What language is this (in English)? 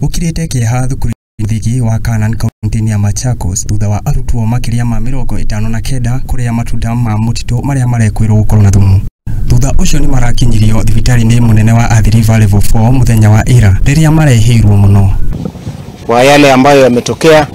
Kikuyu